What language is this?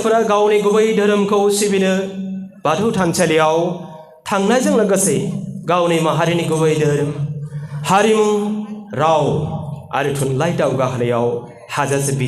Bodo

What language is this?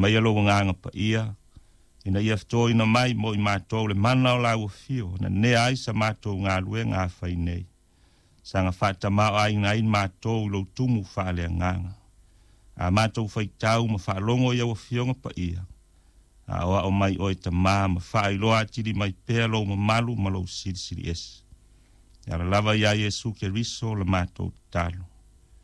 Samoan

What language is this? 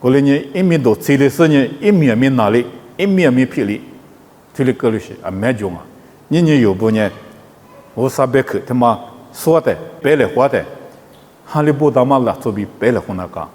Lisu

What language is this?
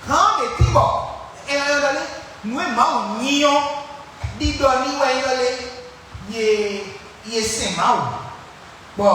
Fon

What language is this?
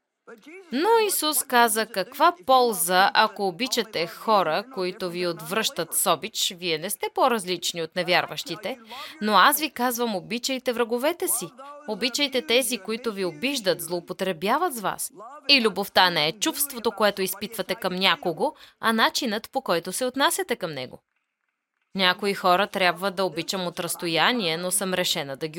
Bulgarian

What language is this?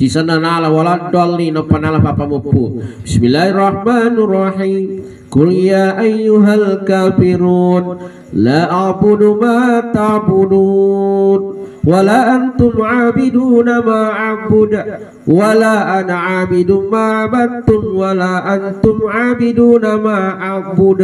Buginese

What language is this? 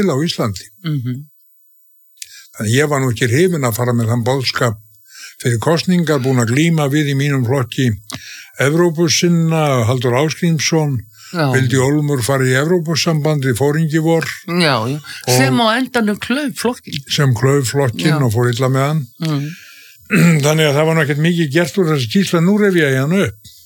Icelandic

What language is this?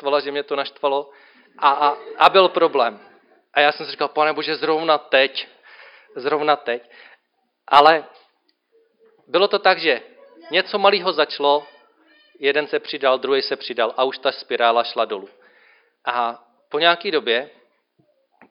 Czech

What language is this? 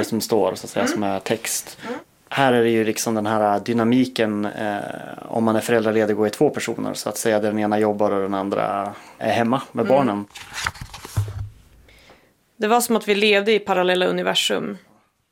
Swedish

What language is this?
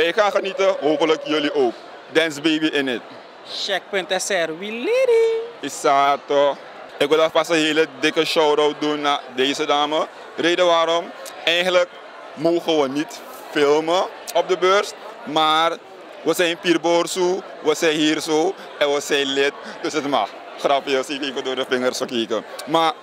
Dutch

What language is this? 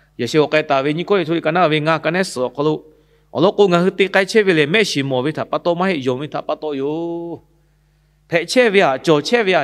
Lahu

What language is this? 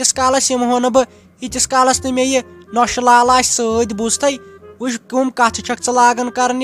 Kashmiri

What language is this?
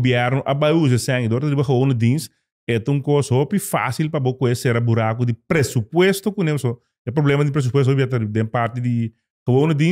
Papiamento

